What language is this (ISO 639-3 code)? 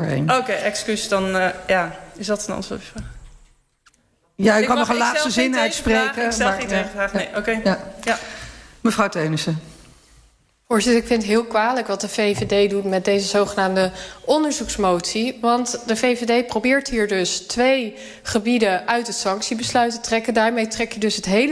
nld